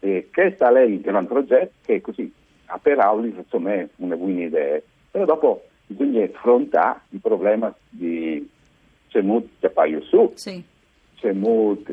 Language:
Friulian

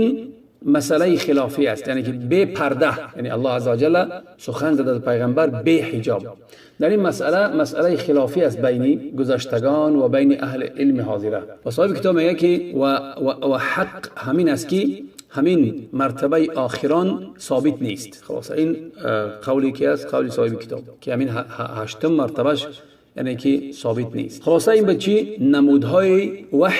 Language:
Tajik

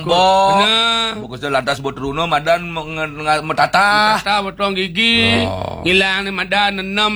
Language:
Balinese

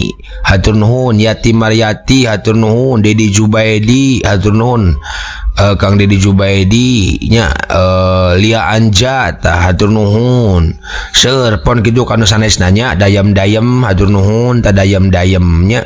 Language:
Sundanese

